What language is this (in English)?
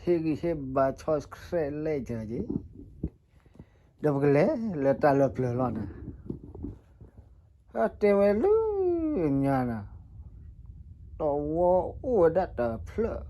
S'gaw Karen